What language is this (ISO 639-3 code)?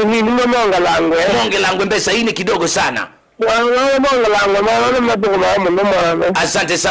kam